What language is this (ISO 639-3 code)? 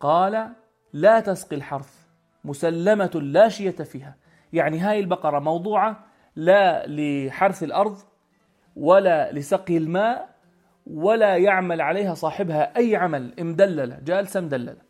apc